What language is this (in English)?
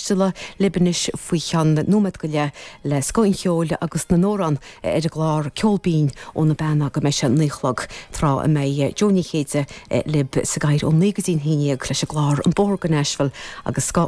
Irish